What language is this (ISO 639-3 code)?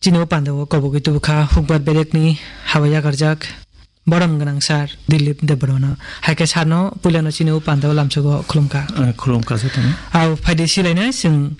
trp